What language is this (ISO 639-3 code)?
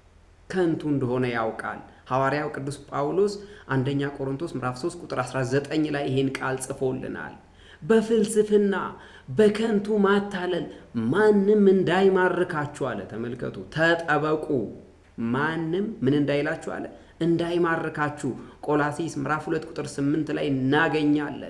amh